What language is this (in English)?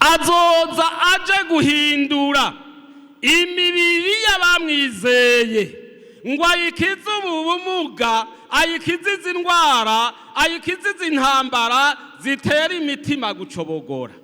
Rundi